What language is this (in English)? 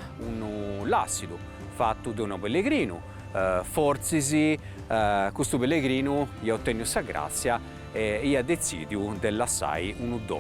Sardinian